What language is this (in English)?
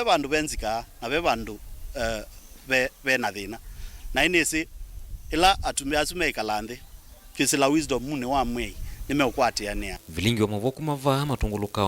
Kamba